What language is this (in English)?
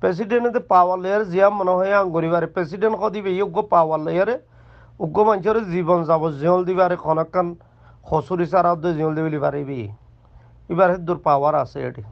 Rohingya